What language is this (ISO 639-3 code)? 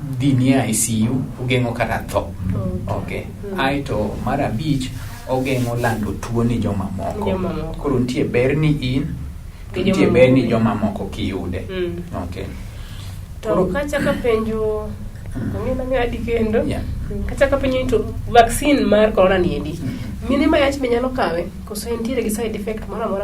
luo